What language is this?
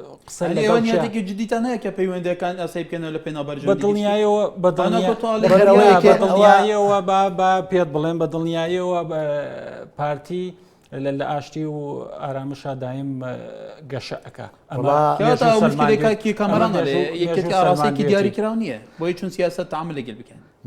Central Kurdish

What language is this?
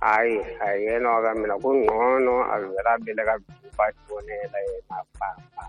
Tsonga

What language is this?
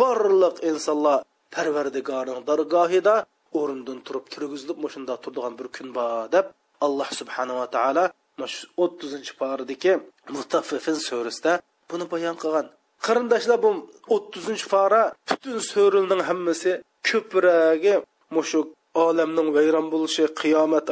Uyghur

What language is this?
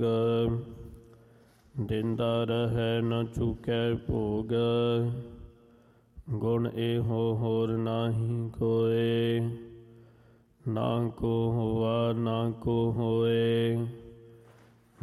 Punjabi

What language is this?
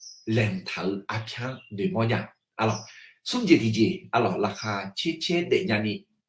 Akha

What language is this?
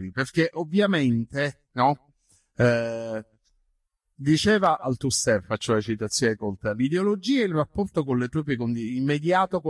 Italian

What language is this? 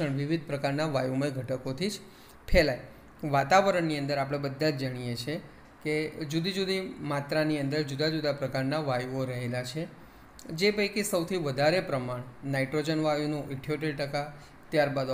Gujarati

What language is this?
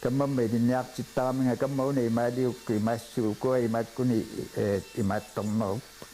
Kalaallisut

